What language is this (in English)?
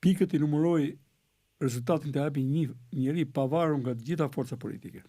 Albanian